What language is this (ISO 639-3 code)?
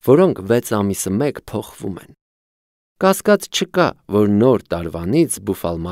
hye